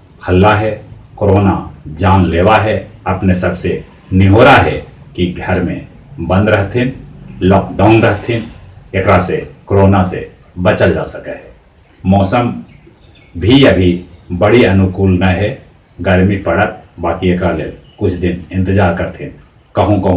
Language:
Magahi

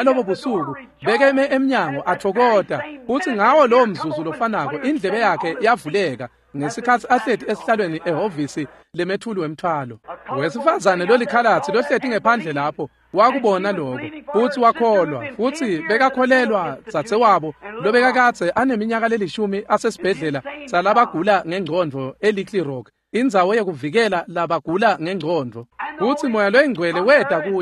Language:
Swati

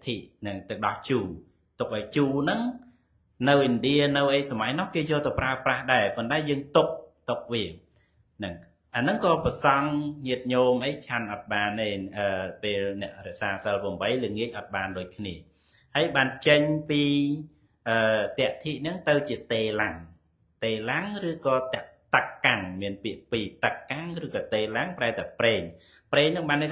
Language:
Khmer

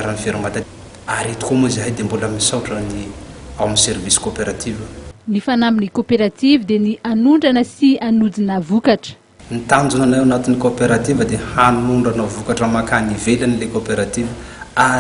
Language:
Malagasy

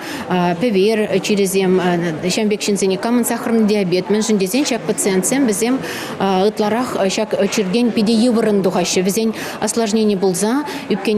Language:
Chuvash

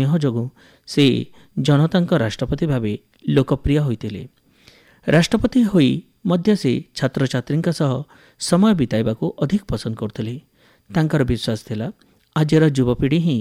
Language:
Odia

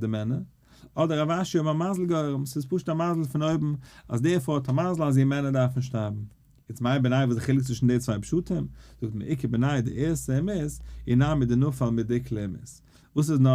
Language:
Yiddish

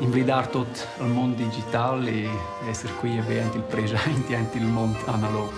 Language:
Romansh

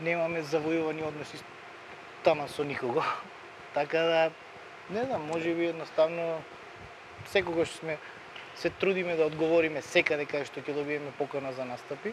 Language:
Macedonian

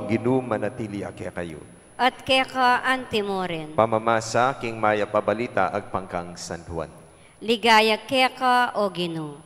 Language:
Pampanga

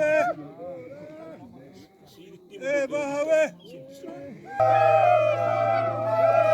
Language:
Xavánte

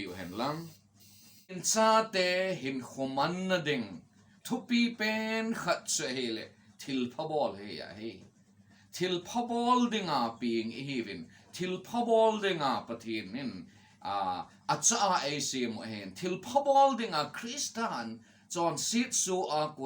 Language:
Thado Chin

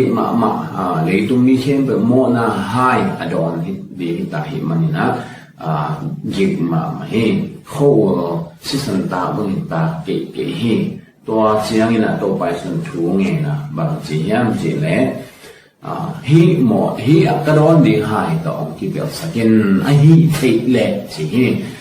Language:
Tedim Chin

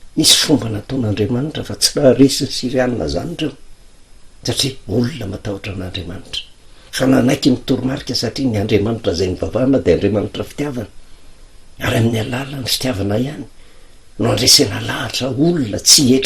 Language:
Malagasy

